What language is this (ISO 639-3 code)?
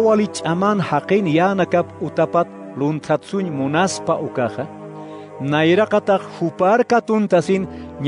aym